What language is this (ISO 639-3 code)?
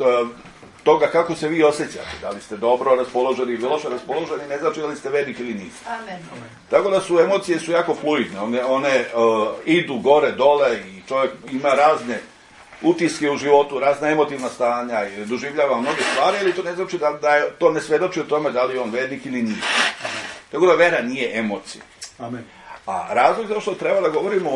srp